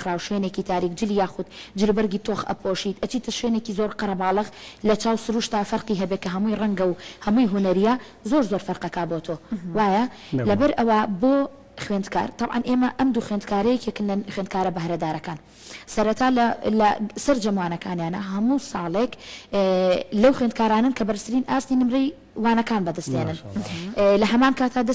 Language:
Central Kurdish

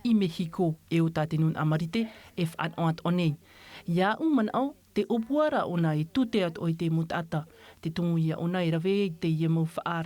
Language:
Tahitian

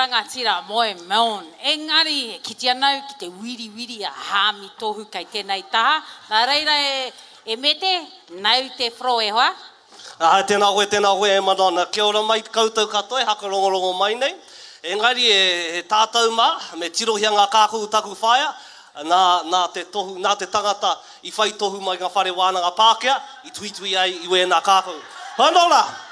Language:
Māori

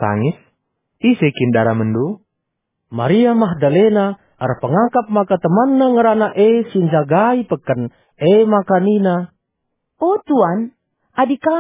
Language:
Batak Karo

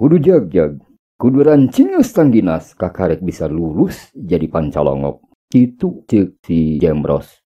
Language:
Sundanese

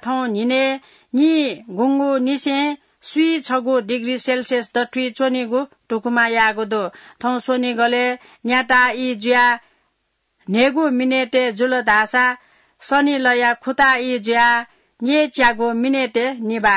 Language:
Newari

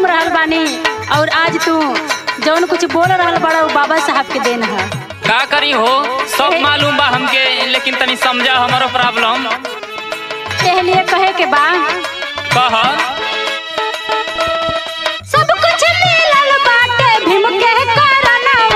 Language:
Bhojpuri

